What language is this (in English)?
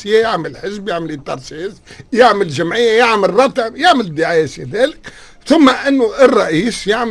Tunisian Arabic